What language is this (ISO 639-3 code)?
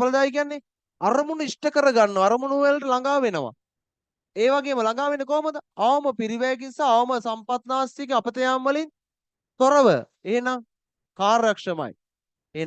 sin